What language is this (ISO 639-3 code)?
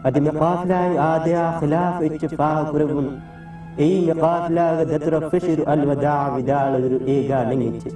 div